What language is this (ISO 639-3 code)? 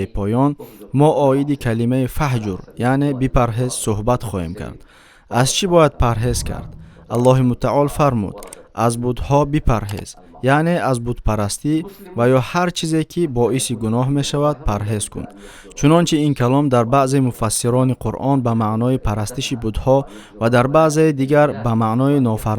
tgk